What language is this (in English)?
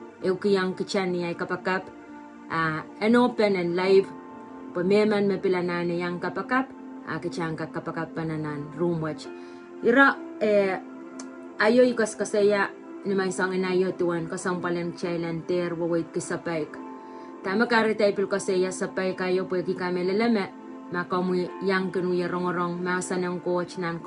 Pohnpeian